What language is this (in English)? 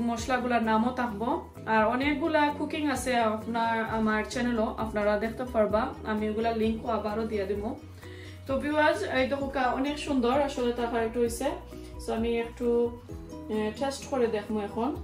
Sylheti